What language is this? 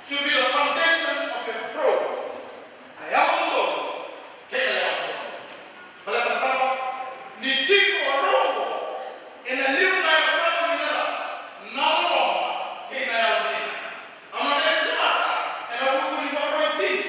Fijian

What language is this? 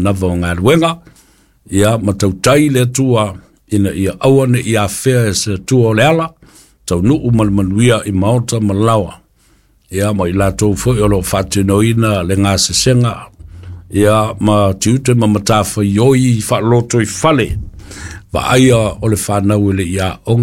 Samoan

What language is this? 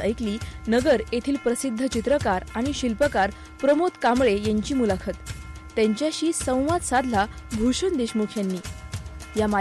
Marathi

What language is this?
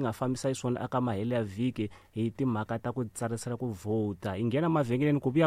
Tsonga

